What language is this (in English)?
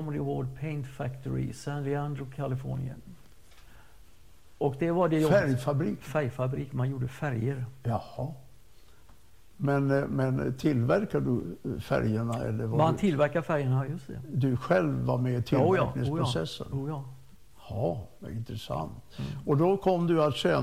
Swedish